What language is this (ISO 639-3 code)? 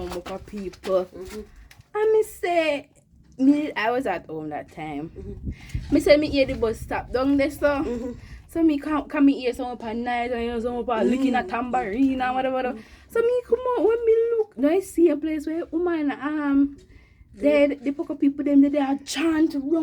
jam